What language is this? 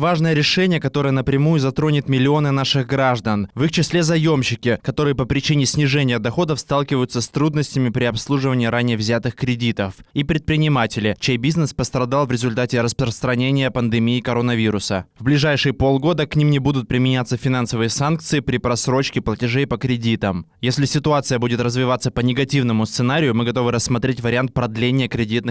Crimean Tatar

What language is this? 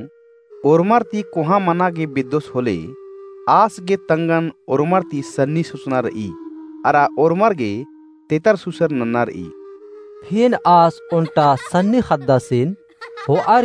Kurukh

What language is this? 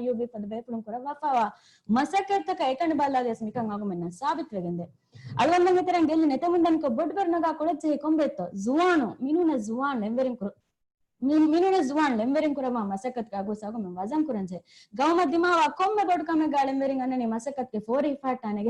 Divehi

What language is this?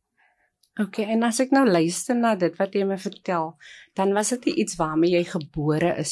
Afrikaans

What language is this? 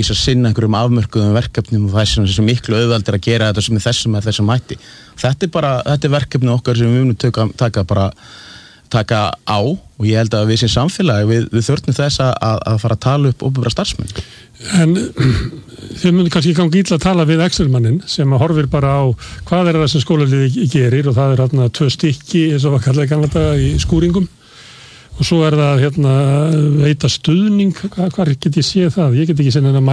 Icelandic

